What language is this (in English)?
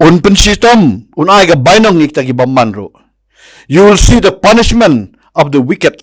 Khasi